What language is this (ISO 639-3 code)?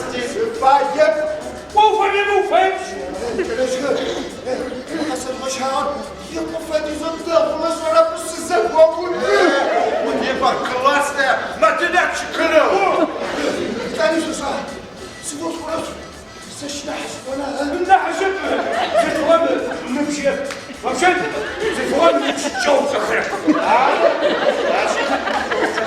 ady